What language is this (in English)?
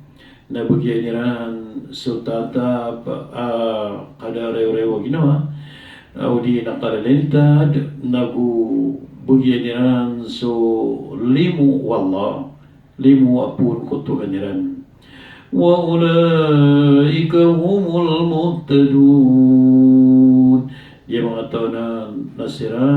Maranao